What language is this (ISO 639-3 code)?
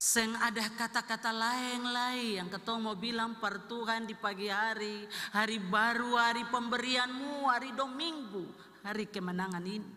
abs